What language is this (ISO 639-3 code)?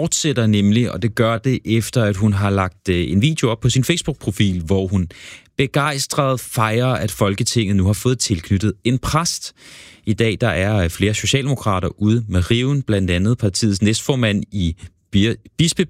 dan